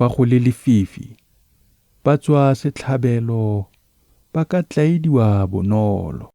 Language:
Tswana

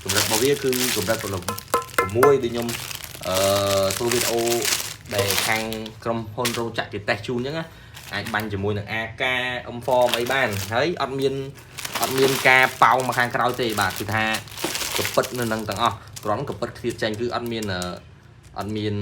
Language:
Khmer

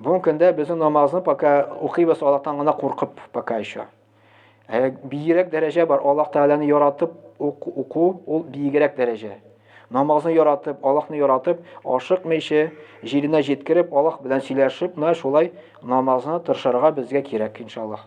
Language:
Tatar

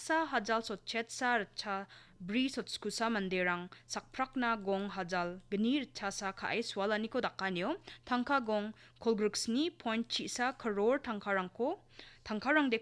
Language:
Garo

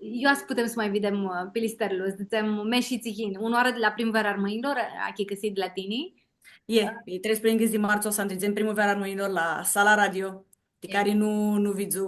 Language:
Aromanian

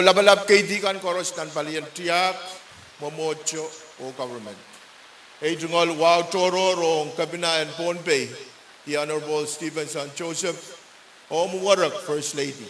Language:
Pohnpeian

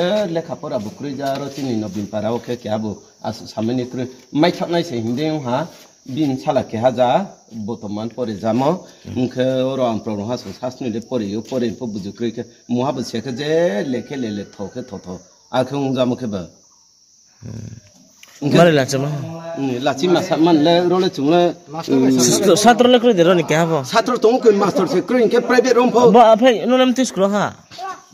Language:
Riang (India)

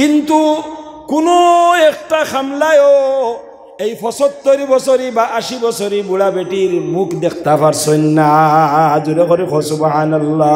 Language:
Sylheti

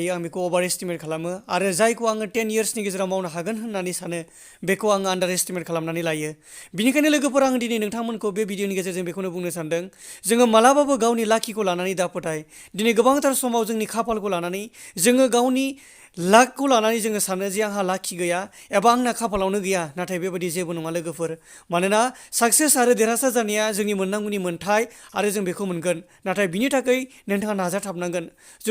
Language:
Bodo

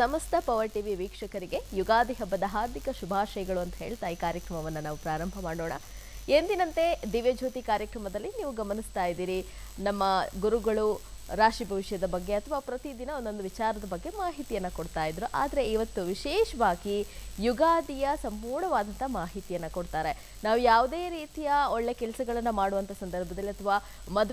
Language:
Kannada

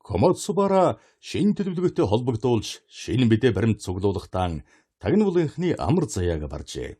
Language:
Mongolian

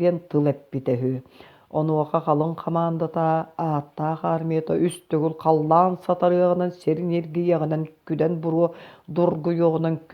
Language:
Yakut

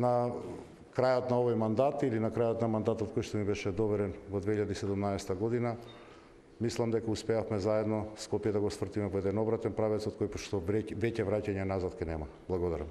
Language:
Macedonian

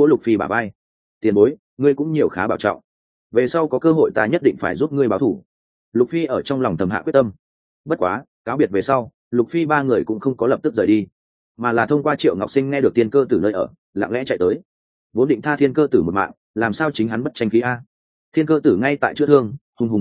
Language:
Vietnamese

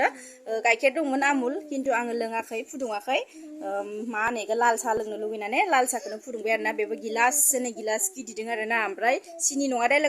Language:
Bodo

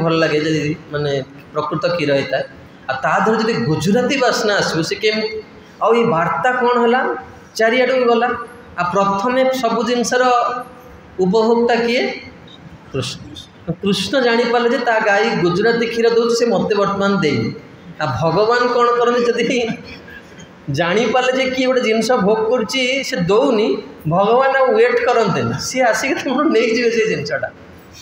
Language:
Odia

